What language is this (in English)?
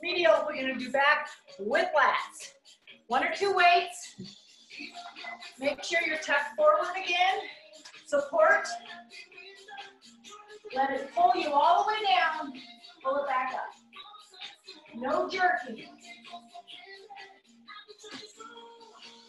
English